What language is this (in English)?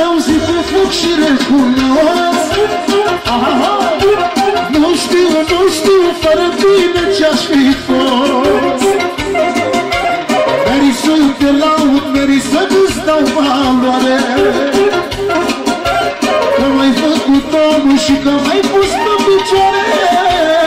Romanian